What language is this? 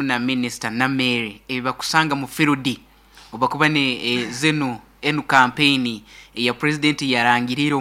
Nyoro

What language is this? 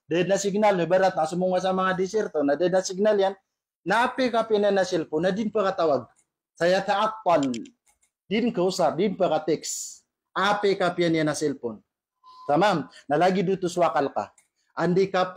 Maranao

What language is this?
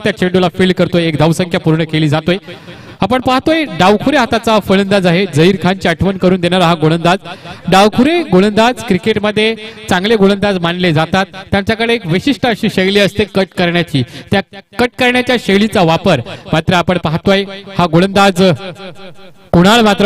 Marathi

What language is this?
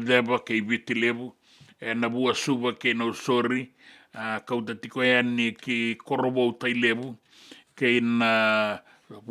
Fijian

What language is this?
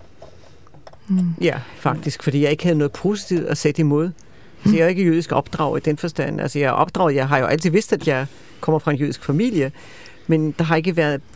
Danish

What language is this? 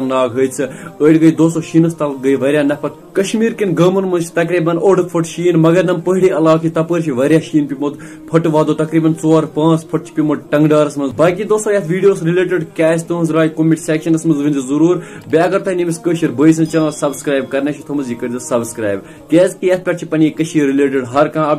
Kashmiri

